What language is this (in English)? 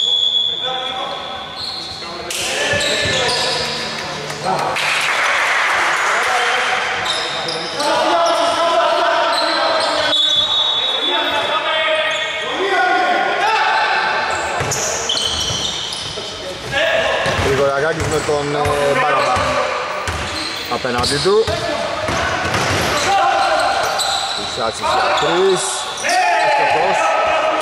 Greek